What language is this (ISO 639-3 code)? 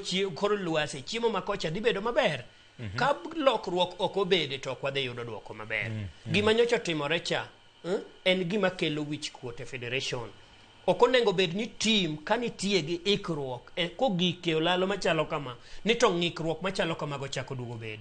luo